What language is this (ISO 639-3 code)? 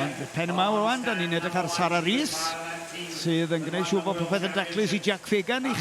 cym